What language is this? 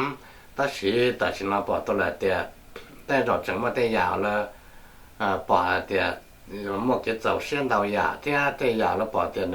Hmong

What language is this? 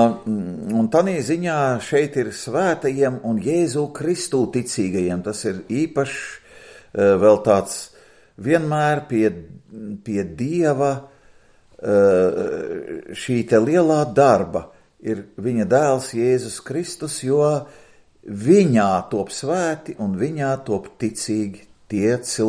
Latvian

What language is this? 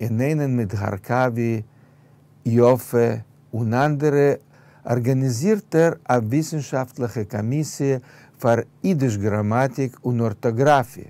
Yiddish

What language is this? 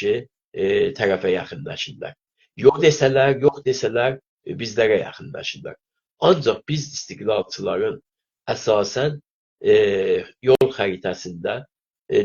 South Azerbaijani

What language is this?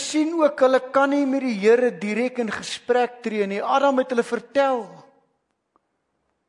Afrikaans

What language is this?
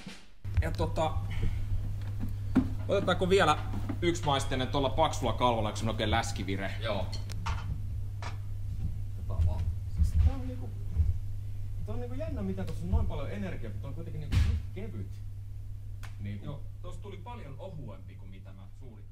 Finnish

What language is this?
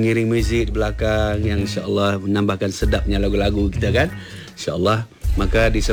Malay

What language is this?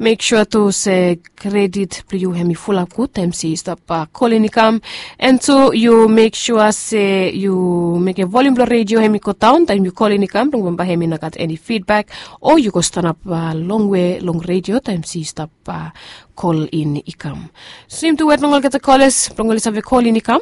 Bislama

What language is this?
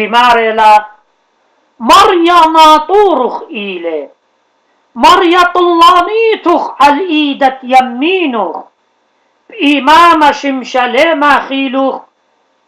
Assyrian Neo-Aramaic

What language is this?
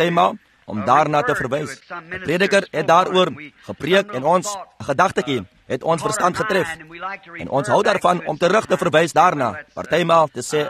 Afrikaans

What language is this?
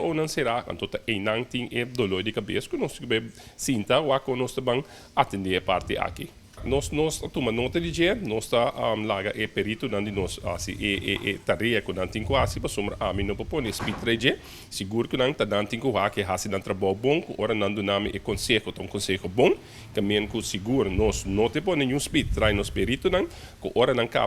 Papiamento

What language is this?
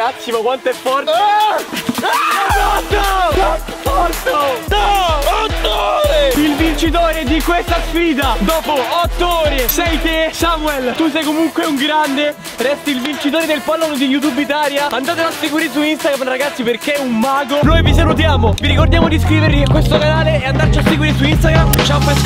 Italian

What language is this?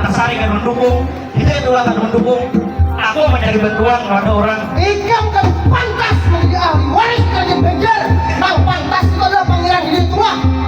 Banjar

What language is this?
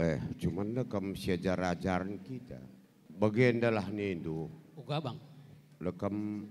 Batak Karo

